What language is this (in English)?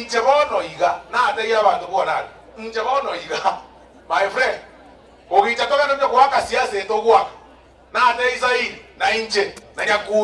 Gusii